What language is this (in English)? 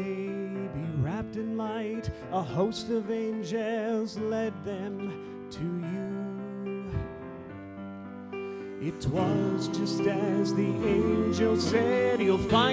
English